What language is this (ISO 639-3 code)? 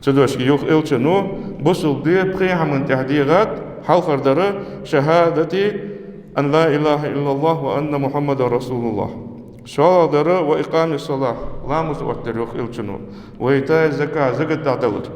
inh